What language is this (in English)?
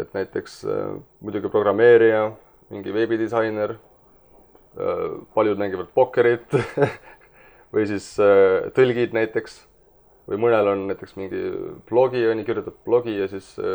Estonian